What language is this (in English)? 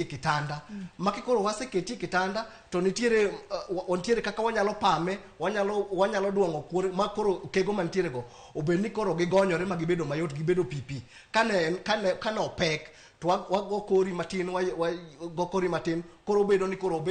Luo (Kenya and Tanzania)